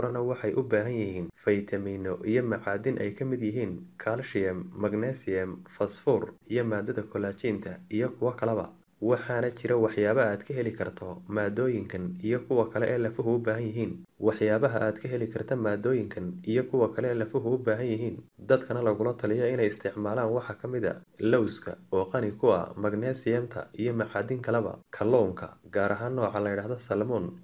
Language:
Somali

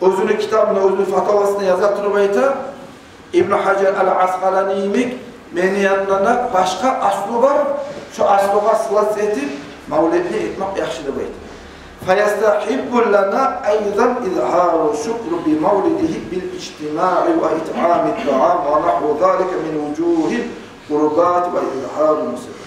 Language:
Kumyk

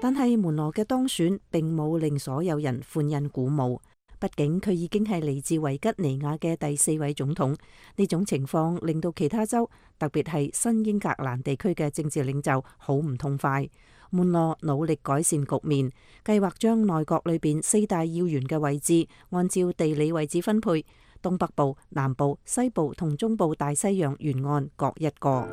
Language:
Cantonese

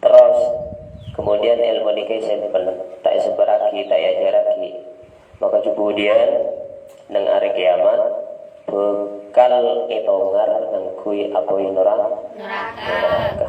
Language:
Madurese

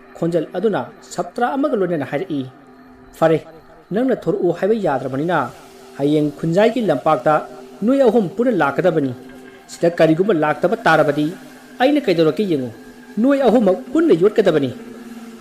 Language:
Manipuri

